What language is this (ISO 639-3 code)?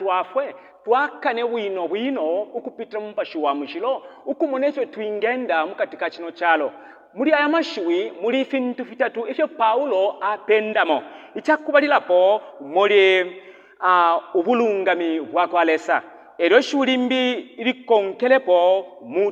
bem